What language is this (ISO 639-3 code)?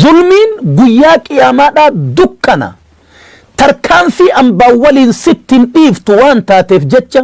orm